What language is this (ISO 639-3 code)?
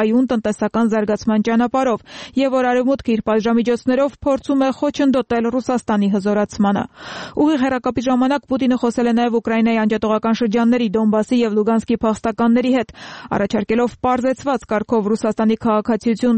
hye